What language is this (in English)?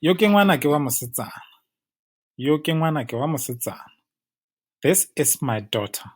Tswana